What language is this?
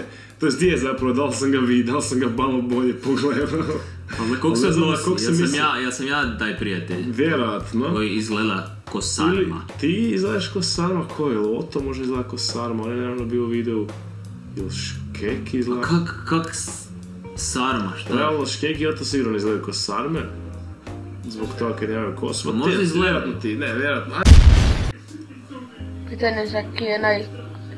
Croatian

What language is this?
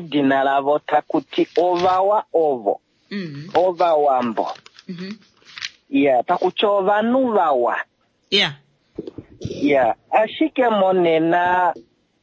Kuanyama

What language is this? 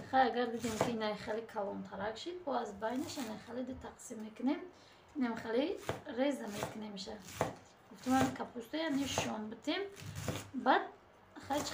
Tajik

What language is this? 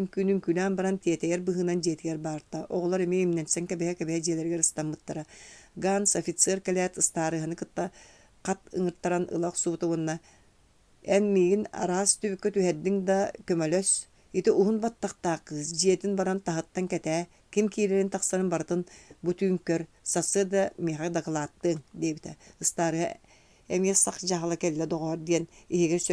Yakut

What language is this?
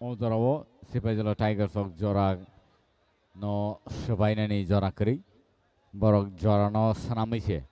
Kok Borok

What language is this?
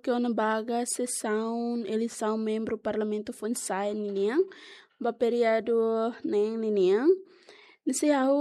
Tetum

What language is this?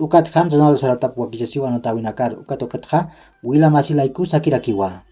Aymara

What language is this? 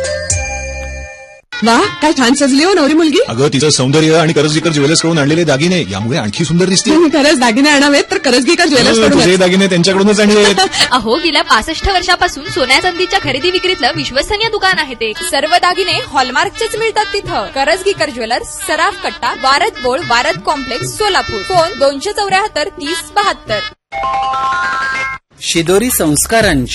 Marathi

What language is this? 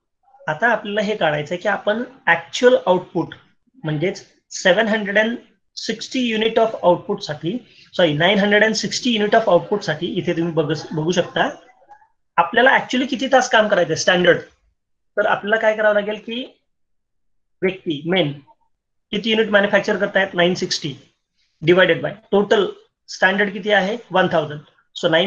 Marathi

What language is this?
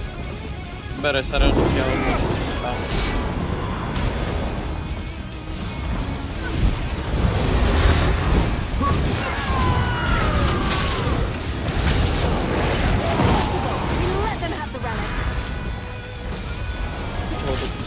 Slovak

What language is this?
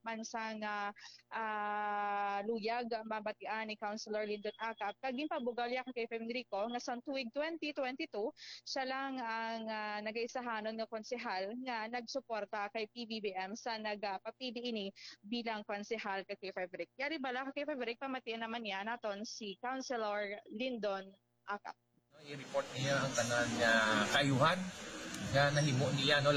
Hiligaynon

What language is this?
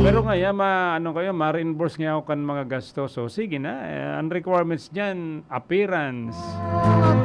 Bikol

